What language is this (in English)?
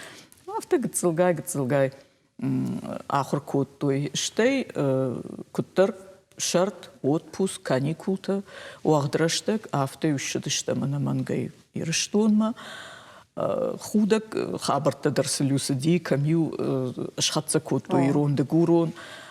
Ossetic